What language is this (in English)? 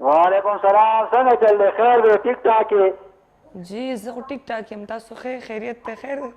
Pashto